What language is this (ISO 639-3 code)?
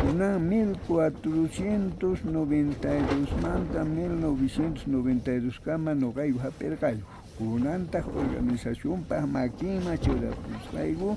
quh